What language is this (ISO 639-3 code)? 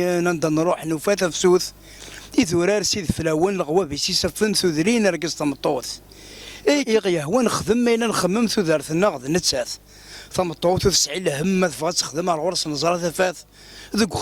kab